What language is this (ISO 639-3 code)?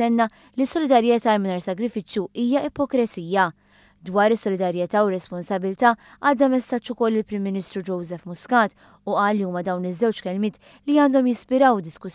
mlt